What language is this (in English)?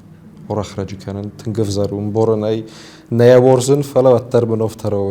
Ossetic